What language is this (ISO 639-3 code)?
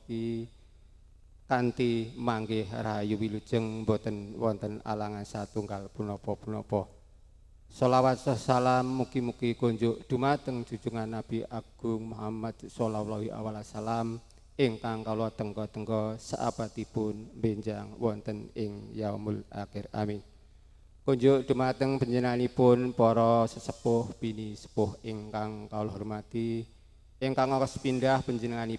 jav